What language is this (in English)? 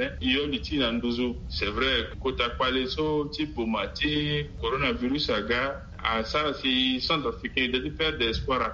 Sango